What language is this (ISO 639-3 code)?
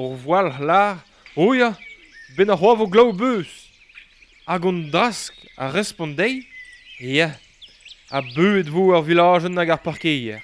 bre